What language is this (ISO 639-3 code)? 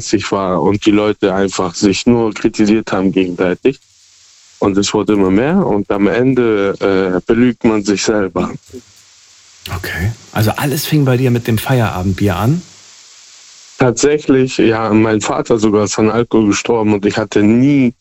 deu